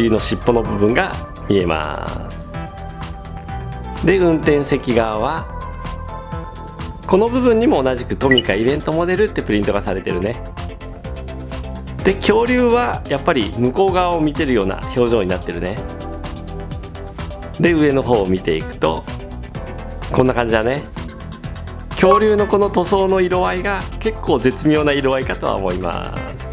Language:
Japanese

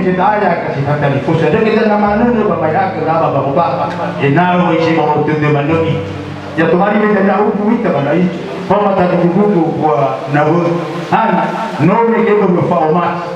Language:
Nias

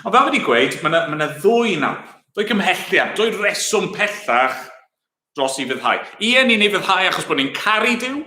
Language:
Welsh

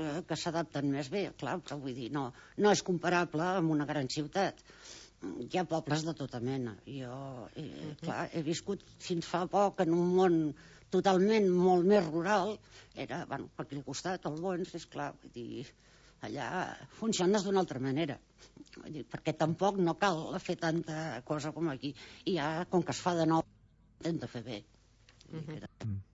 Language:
Catalan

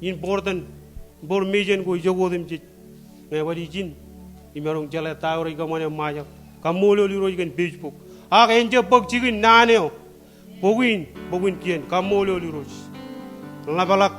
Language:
Marshallese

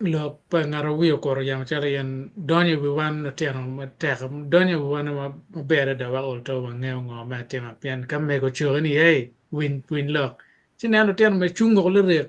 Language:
Acoli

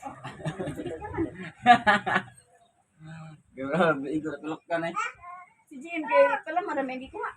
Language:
Cebuano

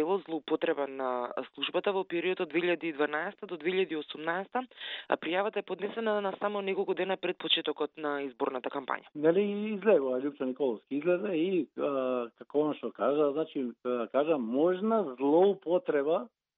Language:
Macedonian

